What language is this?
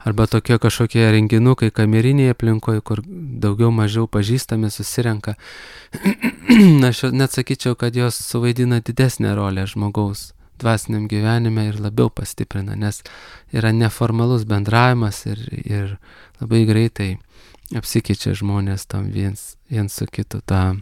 Lithuanian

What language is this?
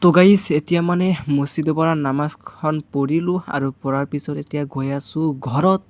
Assamese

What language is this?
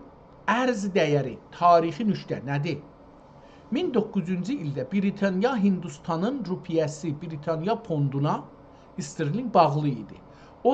South Azerbaijani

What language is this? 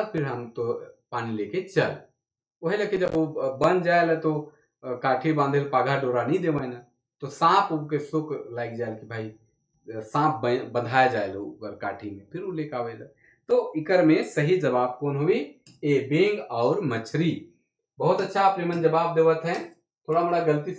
Sadri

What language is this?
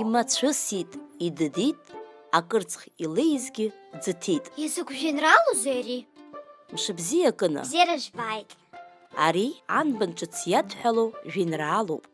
Abkhazian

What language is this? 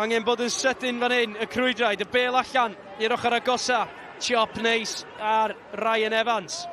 Welsh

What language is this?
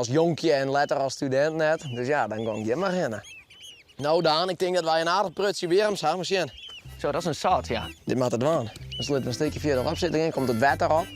Western Frisian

